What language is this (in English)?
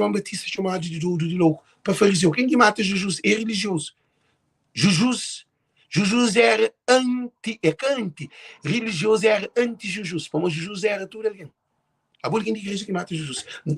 Kabuverdianu